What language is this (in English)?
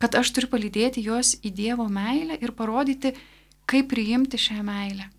Lithuanian